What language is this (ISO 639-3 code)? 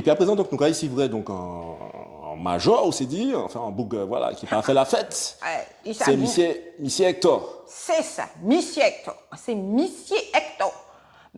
gcf